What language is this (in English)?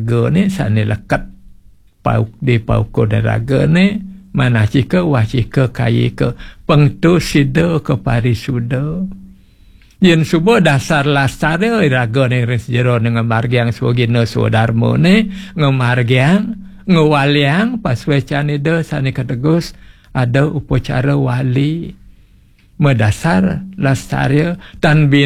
Balinese